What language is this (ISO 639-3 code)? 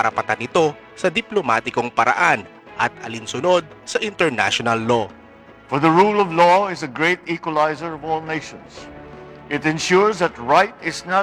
fil